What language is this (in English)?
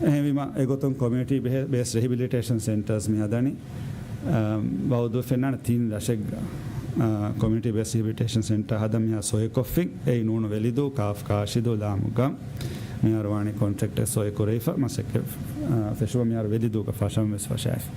Divehi